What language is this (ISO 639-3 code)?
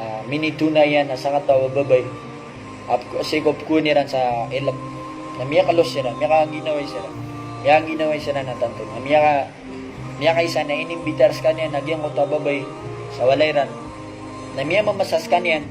mrw